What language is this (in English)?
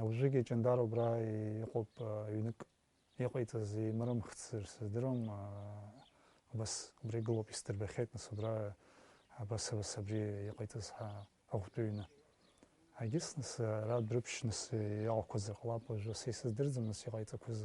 Abkhazian